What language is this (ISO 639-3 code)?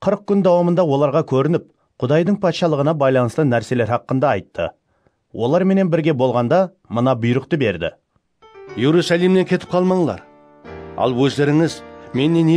kaa